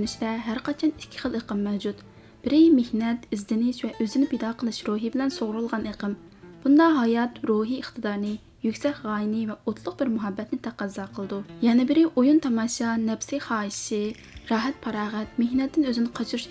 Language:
Uyghur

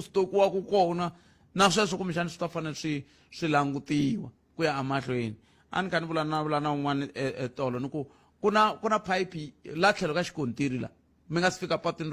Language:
Tsonga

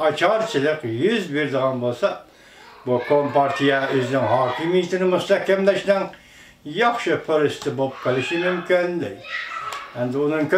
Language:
Uyghur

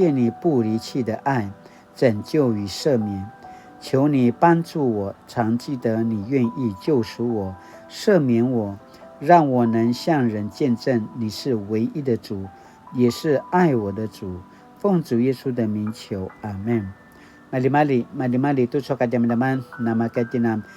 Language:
Paiwan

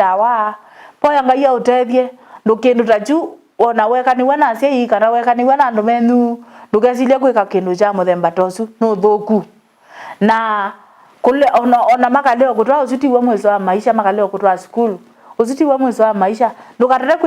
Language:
Kamba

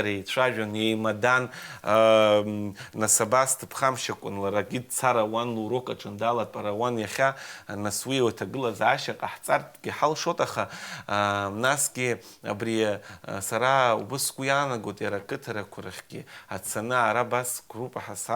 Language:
Abkhazian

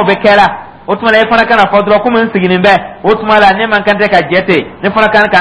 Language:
Dyula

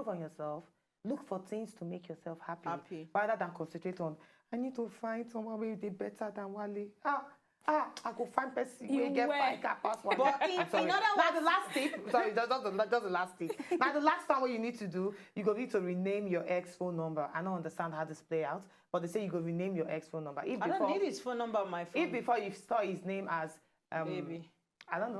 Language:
Nigerian Pidgin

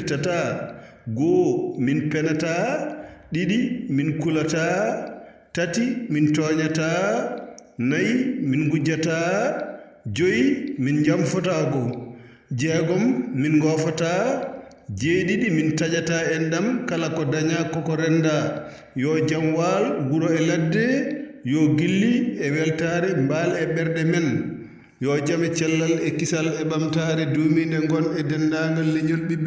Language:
Fula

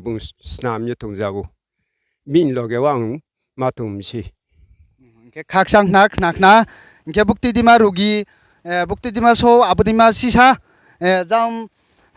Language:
Riang (India)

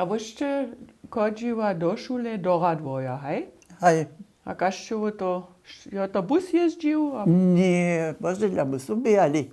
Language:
Upper Sorbian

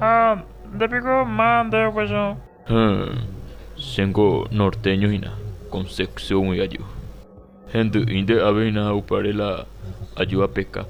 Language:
Guarani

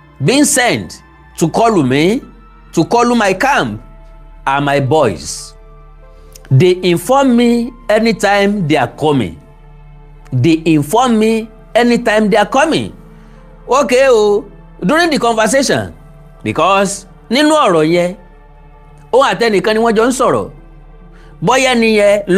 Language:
Yoruba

